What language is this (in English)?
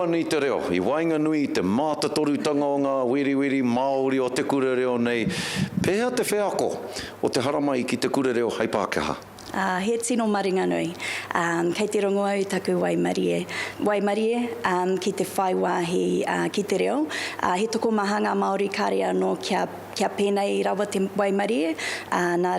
Māori